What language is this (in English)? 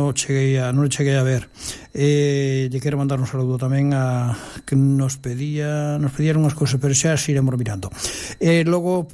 Galician